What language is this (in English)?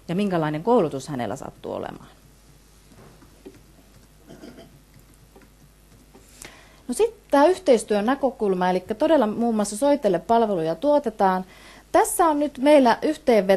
Finnish